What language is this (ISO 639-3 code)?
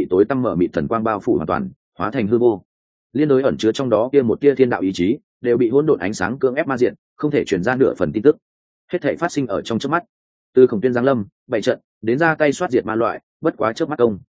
vie